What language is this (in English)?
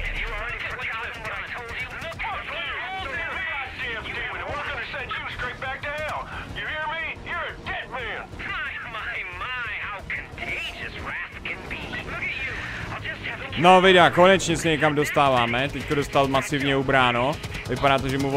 Czech